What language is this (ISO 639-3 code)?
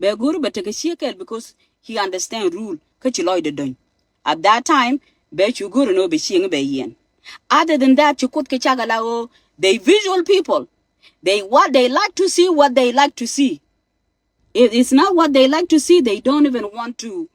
nus